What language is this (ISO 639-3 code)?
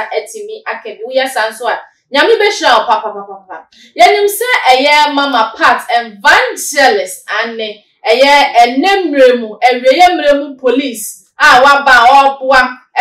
aka